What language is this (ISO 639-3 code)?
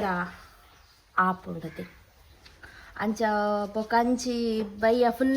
tcy